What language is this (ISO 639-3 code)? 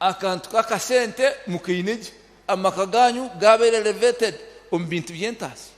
nyn